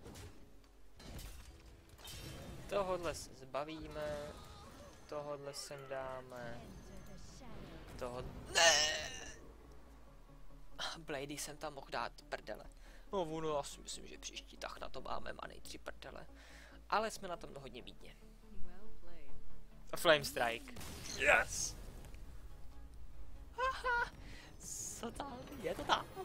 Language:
Czech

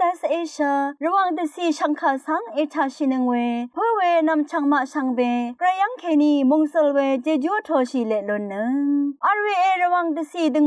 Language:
Rawang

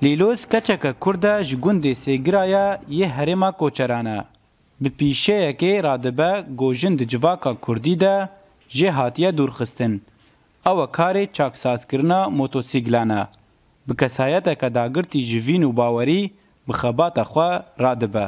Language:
Kurdish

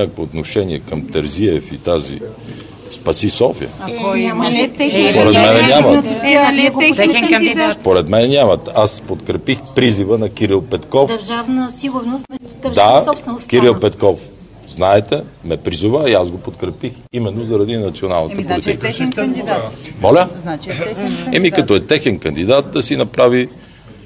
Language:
Bulgarian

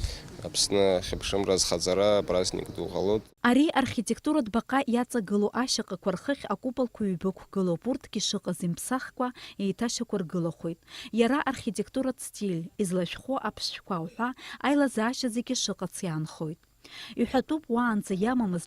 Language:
Abkhazian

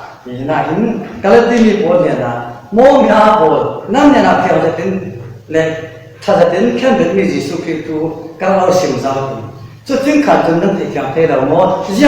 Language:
Falam Chin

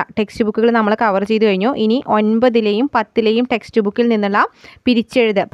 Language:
Malayalam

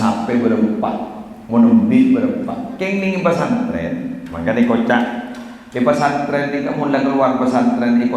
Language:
Madurese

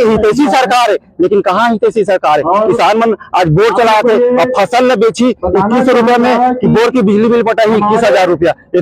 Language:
Chhattisgarhi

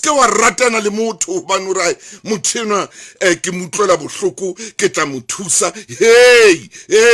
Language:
Southern Sotho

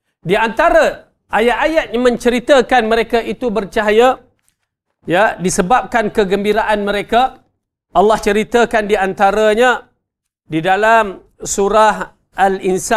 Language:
Malay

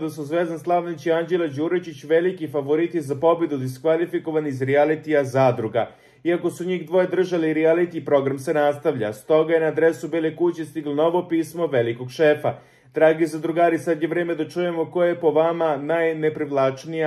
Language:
Serbian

